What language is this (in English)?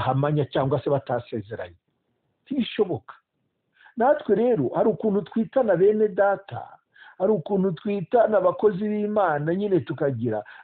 Kinyarwanda